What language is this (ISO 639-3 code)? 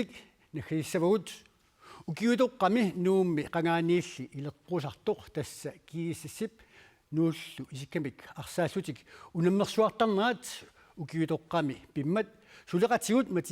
kal